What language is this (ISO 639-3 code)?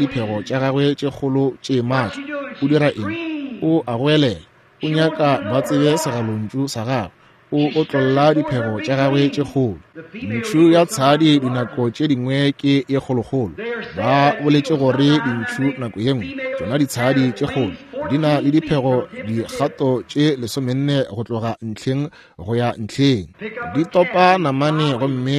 nso